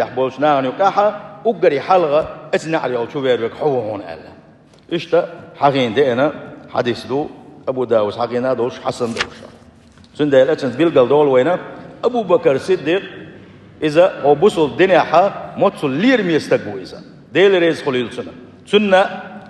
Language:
Chechen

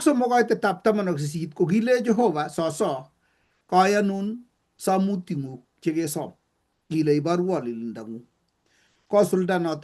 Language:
Kalenjin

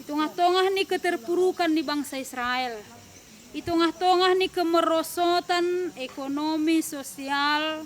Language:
Batak Simalungun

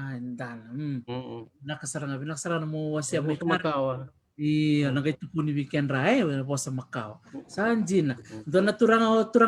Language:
Fijian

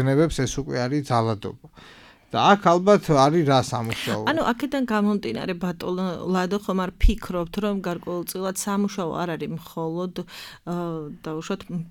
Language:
Georgian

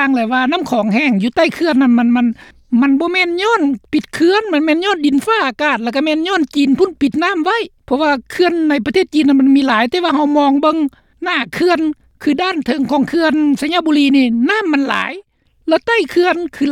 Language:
Lao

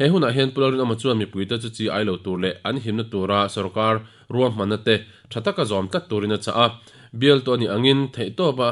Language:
Mizo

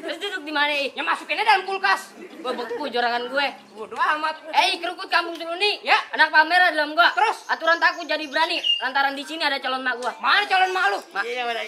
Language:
Betawi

